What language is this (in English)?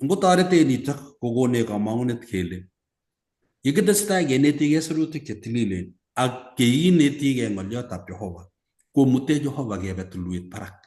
Kalenjin